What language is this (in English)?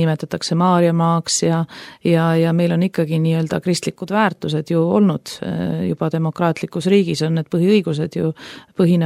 Estonian